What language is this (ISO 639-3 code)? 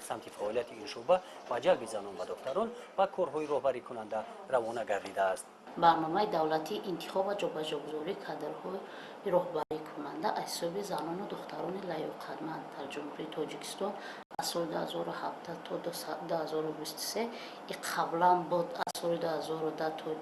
tgk